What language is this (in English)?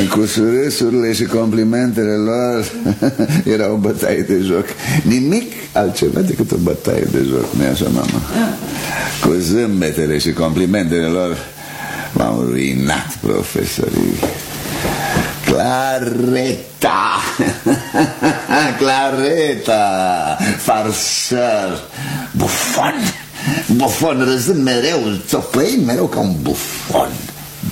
Romanian